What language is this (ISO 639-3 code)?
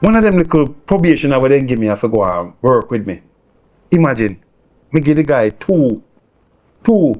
jam